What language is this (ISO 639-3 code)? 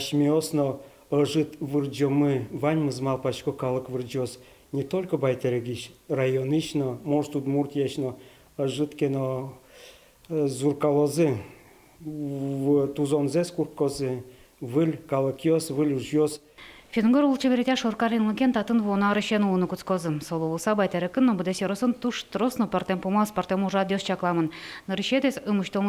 udm